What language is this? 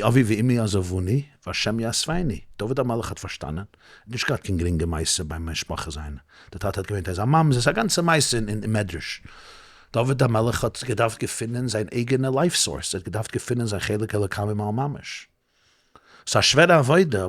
Yiddish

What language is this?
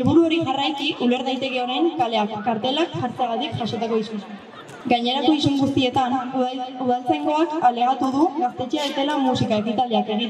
Basque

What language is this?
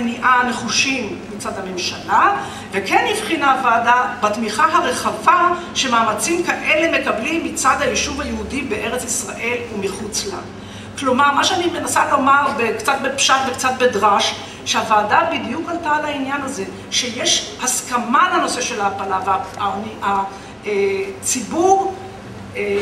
Hebrew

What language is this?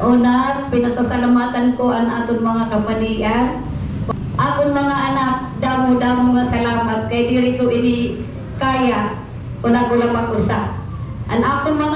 Waray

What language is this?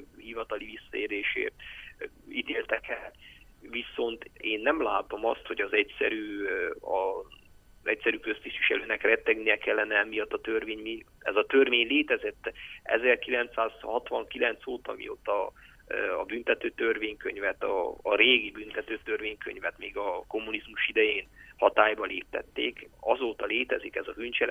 Hungarian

